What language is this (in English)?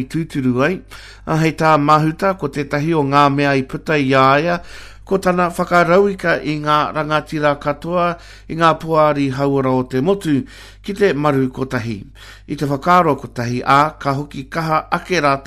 Māori